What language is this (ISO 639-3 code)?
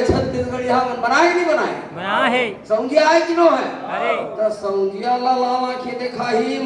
hne